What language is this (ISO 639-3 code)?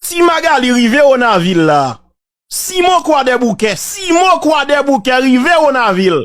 hat